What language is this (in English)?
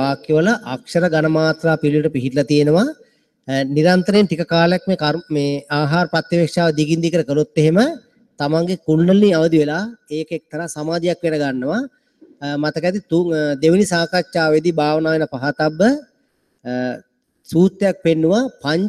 Sinhala